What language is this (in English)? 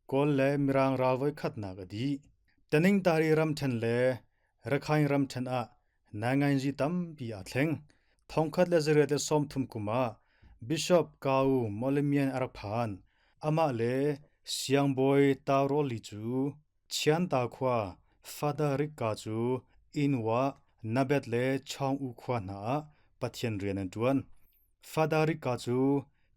Hakha Chin